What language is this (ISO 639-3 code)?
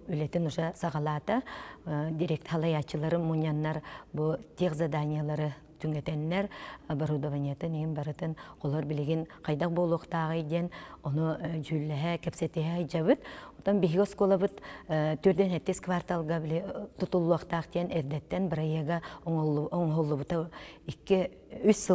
sah